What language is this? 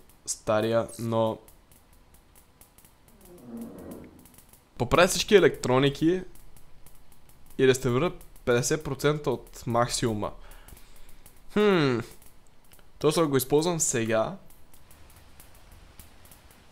Bulgarian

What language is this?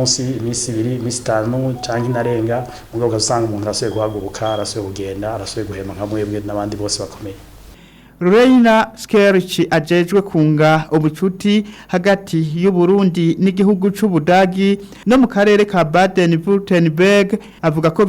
Rundi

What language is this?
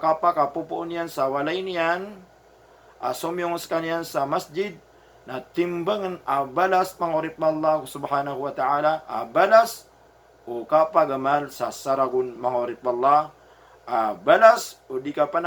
Maranao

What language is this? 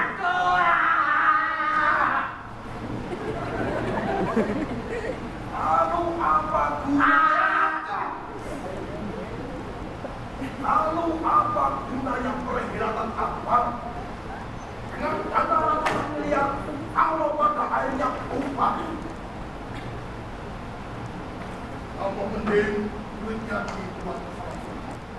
Indonesian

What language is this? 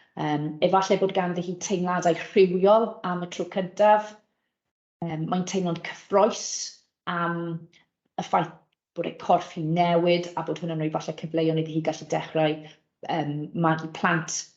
Welsh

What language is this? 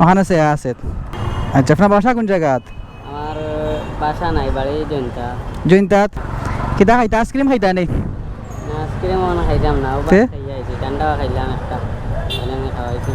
Sylheti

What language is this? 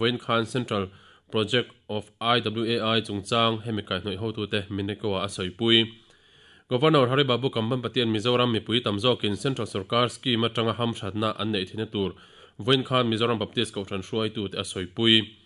Mizo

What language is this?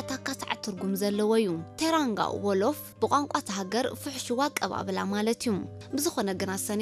Tigrinya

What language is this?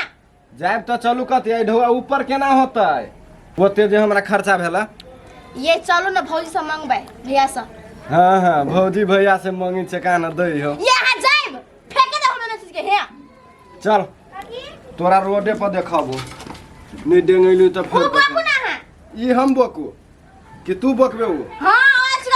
Maithili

